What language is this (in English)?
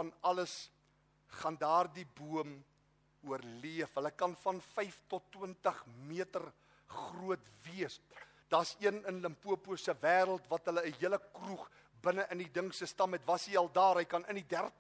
Afrikaans